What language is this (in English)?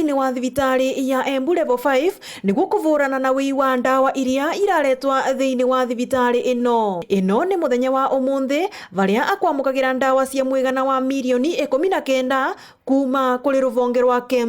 Meru